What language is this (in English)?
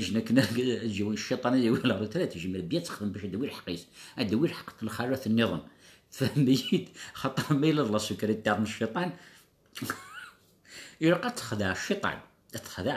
Kabyle